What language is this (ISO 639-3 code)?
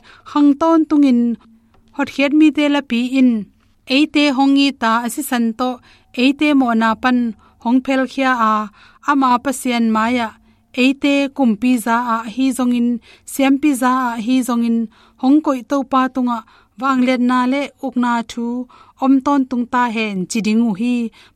ctd